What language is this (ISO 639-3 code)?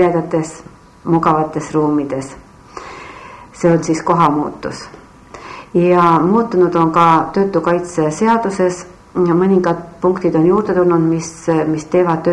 est